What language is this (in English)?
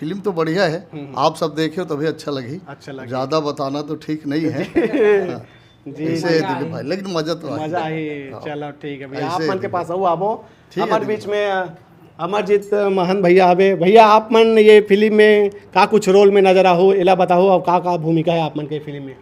Chhattisgarhi